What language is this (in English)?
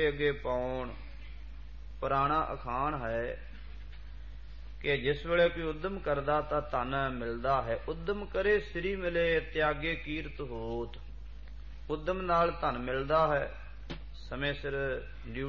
Punjabi